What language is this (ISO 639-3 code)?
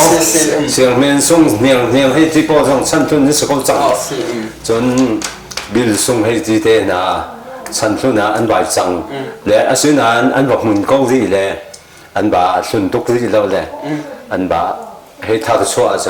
cnh